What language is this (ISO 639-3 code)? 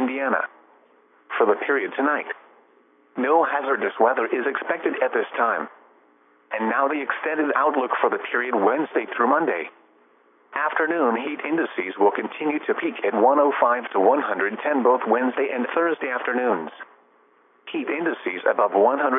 eng